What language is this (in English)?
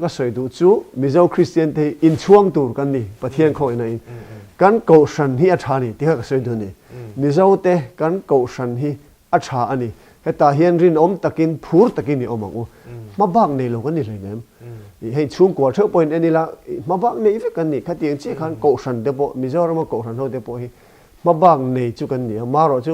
Mizo